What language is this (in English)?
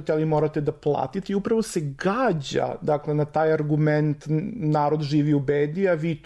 Serbian